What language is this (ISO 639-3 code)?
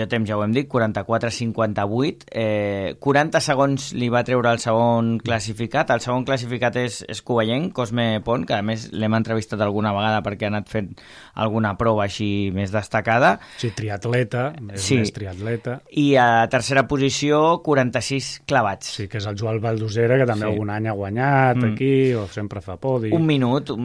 cat